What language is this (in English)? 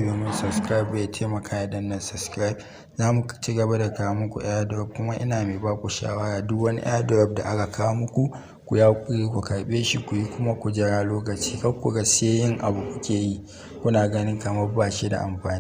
Hausa